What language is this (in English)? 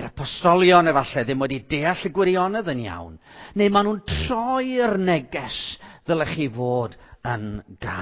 Welsh